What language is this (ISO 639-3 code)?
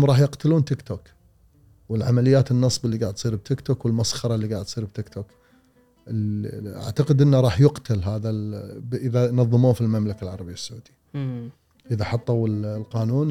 afb